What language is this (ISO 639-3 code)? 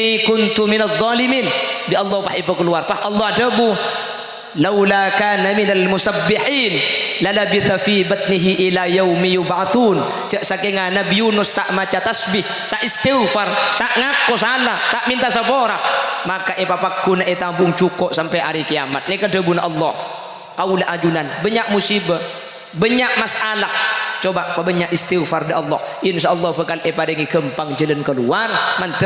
mad